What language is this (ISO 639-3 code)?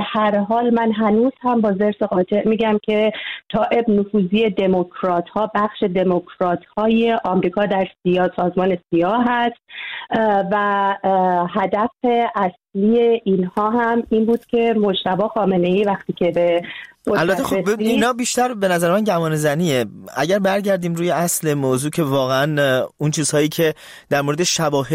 fas